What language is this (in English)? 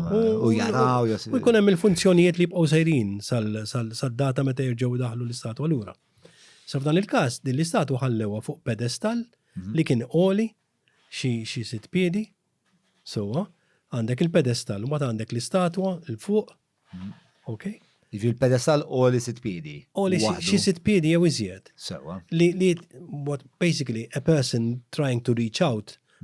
Maltese